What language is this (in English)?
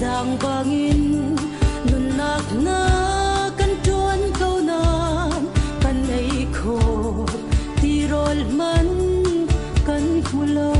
Falam Chin